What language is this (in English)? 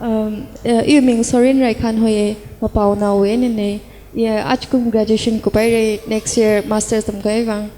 Tangkhul Naga (India)